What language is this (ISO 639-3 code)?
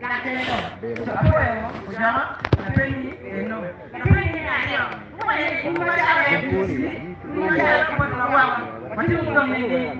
ach